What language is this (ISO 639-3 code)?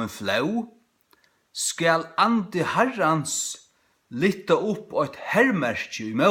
fao